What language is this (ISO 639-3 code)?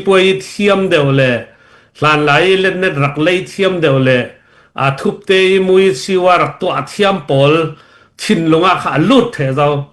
cfm